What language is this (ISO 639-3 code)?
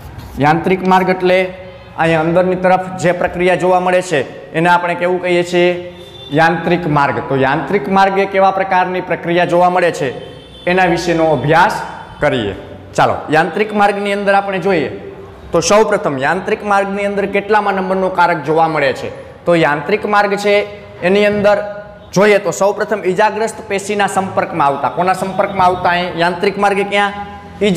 guj